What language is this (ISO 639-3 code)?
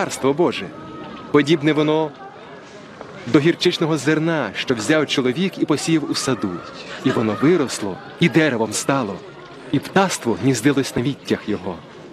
ukr